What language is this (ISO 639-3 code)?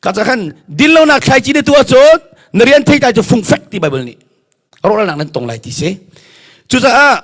cnh